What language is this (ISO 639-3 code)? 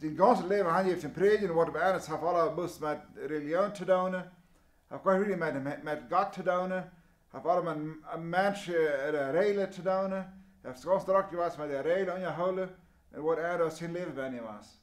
pdt